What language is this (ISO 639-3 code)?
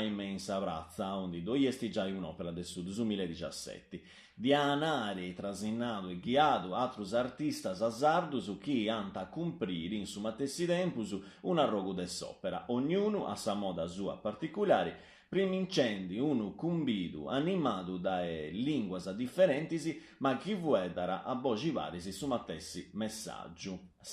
srd